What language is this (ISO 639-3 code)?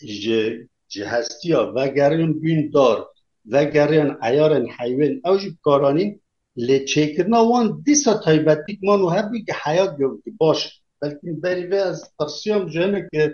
kur